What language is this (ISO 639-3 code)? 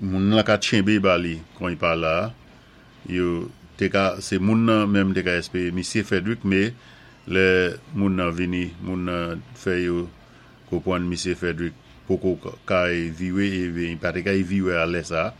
acf